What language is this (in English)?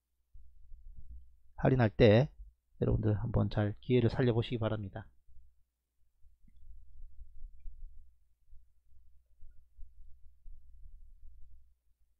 Korean